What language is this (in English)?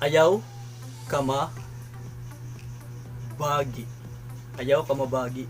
Waray